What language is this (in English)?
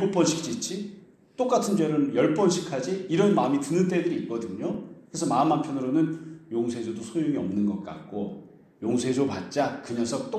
Korean